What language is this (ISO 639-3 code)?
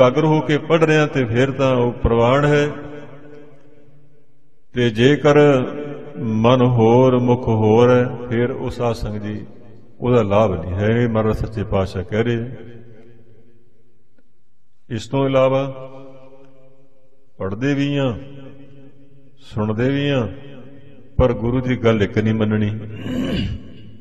pan